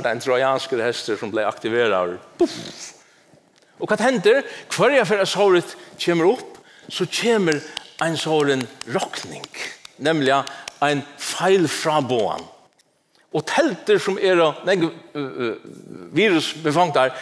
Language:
Faroese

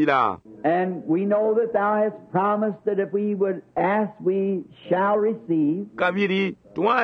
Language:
Bemba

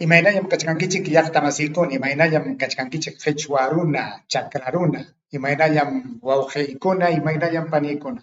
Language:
Ayacucho Quechua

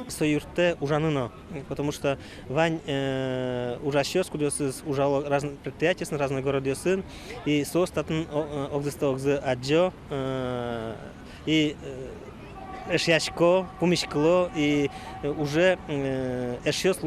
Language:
Udmurt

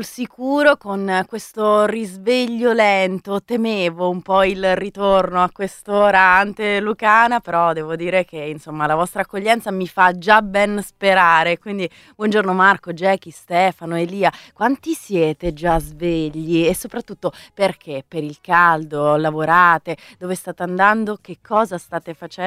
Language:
Italian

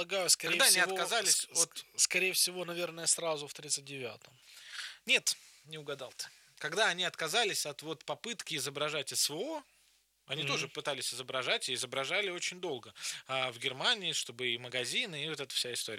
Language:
Russian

